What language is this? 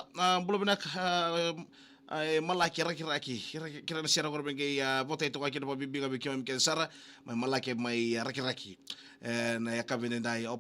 Fijian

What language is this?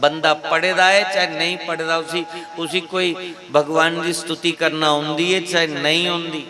Dogri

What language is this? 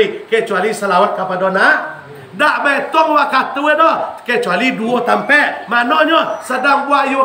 Minangkabau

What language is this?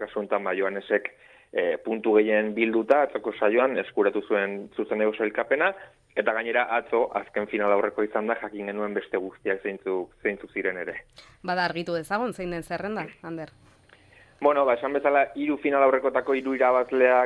Basque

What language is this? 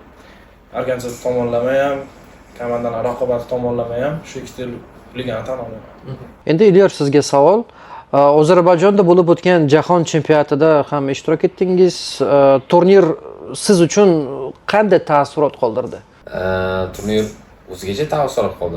Uzbek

